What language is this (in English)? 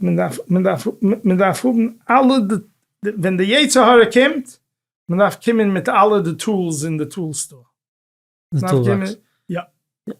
Yiddish